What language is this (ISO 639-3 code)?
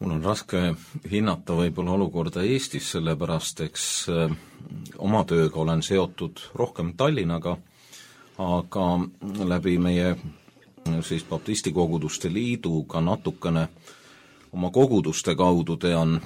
est